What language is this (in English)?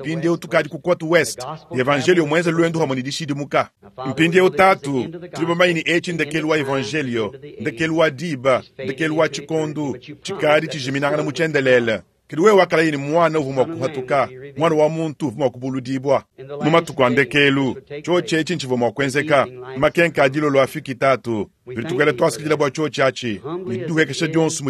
Luba-Lulua